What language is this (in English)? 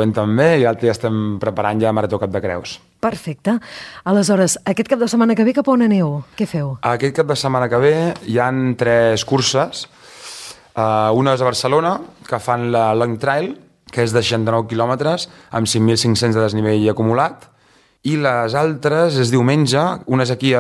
Catalan